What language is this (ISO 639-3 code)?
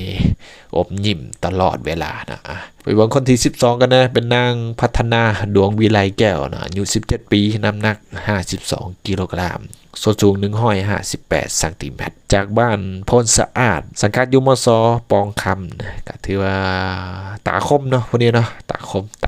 lao